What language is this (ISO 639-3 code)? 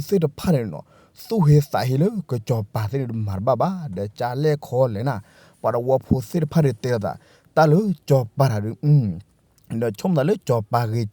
ksw